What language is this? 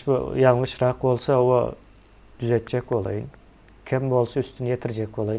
Turkmen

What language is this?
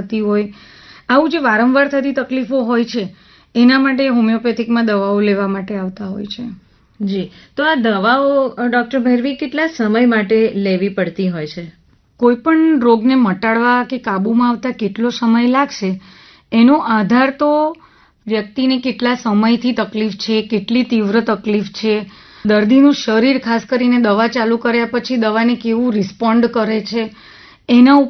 Gujarati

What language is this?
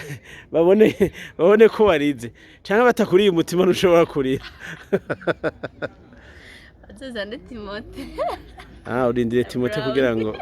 Rundi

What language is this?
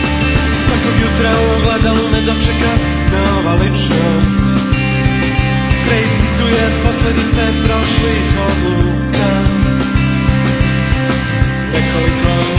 Serbian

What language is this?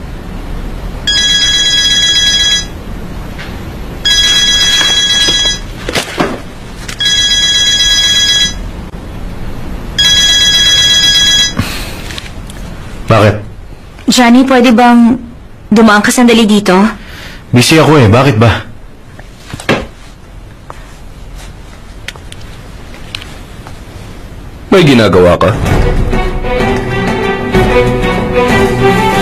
Filipino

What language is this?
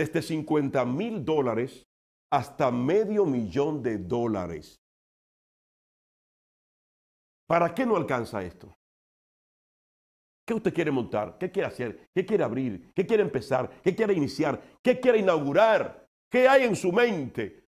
Spanish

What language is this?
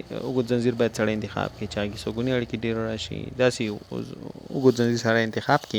Pashto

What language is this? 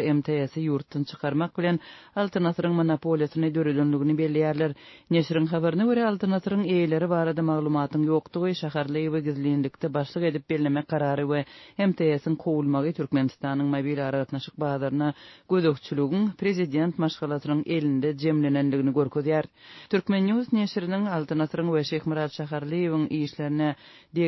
Turkmen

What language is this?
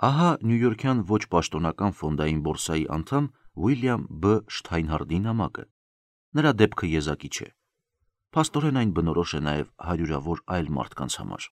Armenian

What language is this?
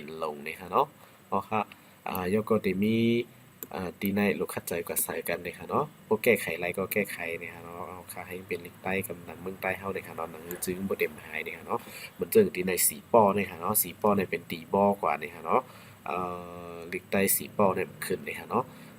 Shan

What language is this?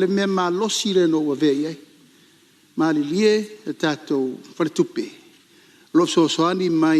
Samoan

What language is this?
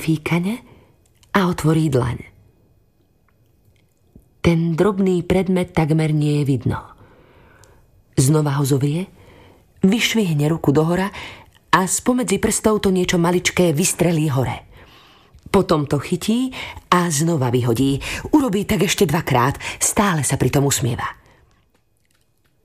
Slovak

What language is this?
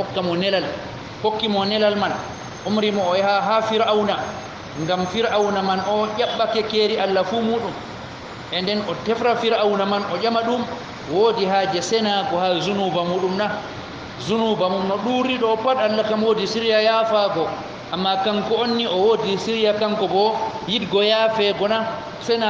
Fula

